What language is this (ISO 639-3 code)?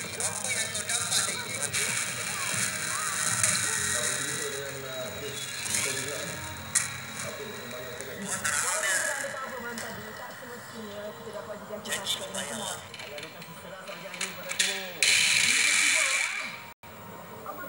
msa